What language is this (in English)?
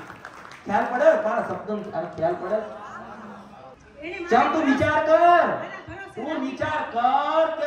Gujarati